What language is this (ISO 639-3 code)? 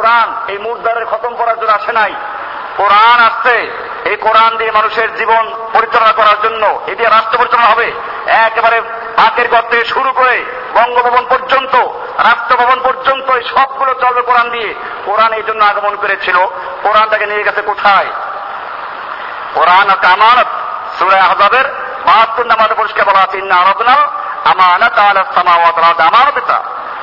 ben